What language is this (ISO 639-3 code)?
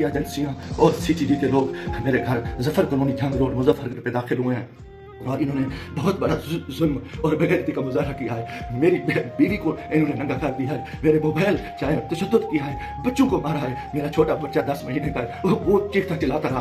urd